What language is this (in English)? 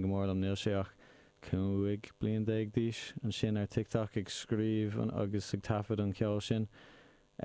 Irish